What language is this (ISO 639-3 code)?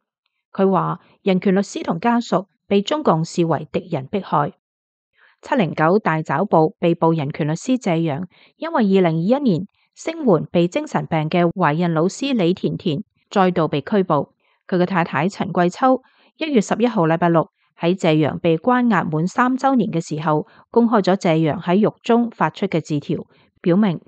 yue